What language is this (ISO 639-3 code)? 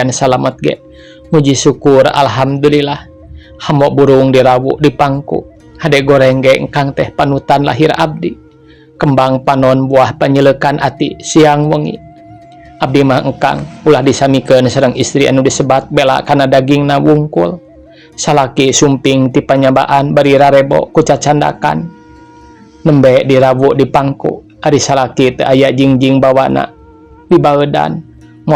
sun